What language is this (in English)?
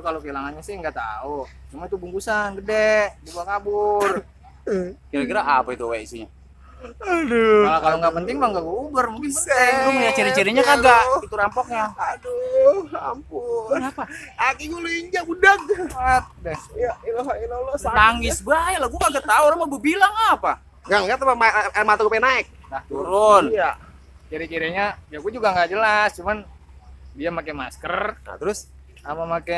Betawi